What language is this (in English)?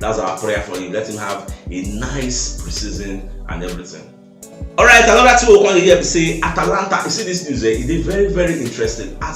Nigerian Pidgin